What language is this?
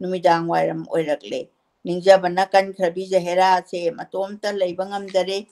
Manipuri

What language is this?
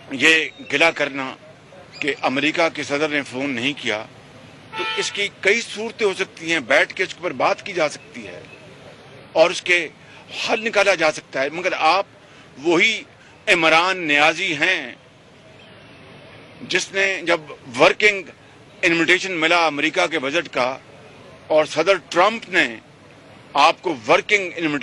Urdu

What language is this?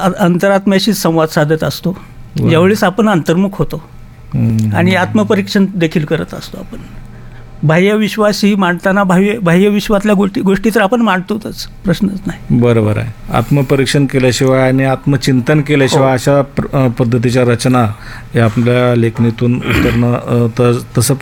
Marathi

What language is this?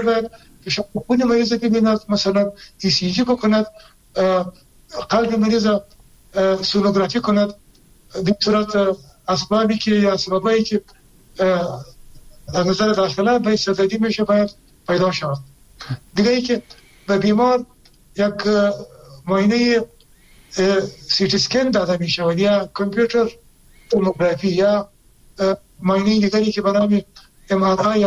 Persian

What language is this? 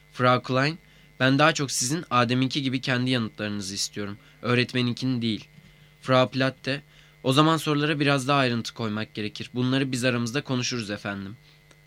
Turkish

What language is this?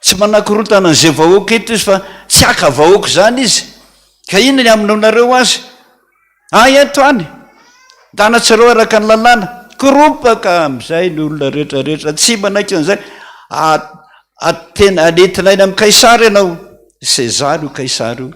Malagasy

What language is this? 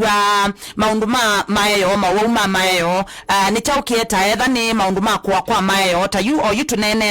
Kamba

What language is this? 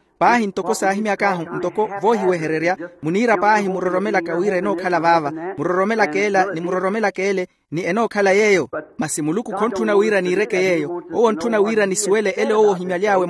Makhuwa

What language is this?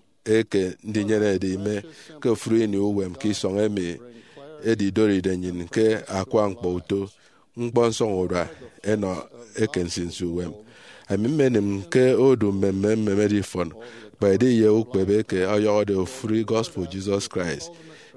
Efik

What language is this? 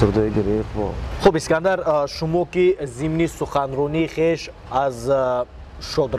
Tajik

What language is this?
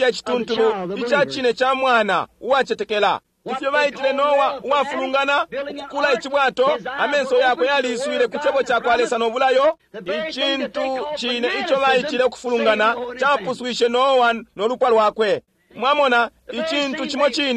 Bemba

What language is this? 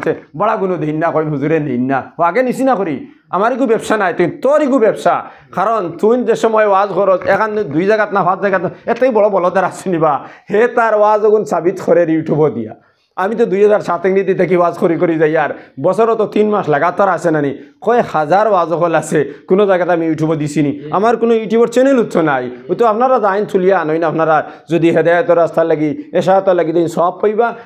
Sylheti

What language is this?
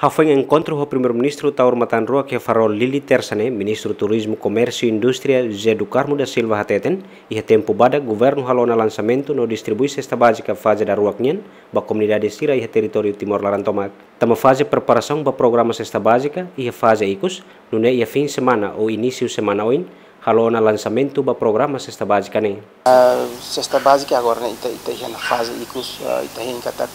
Tetum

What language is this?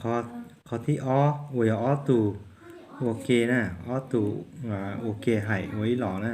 Hmong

